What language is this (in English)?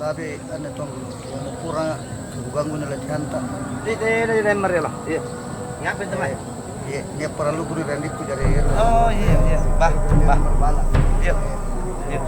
Makassar Malay